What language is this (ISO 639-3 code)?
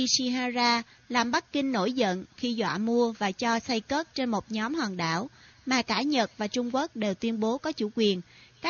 vie